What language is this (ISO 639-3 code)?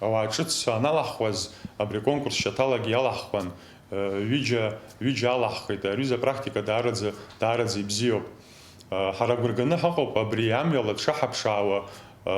abk